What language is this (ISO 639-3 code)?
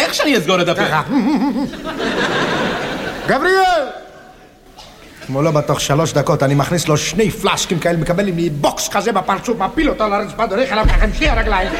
heb